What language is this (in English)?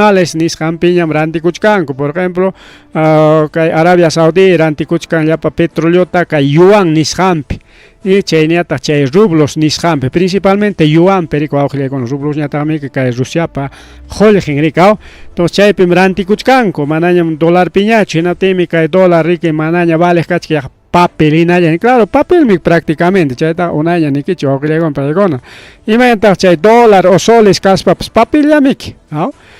Ayacucho Quechua